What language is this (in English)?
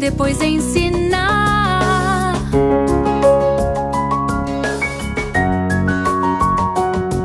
Portuguese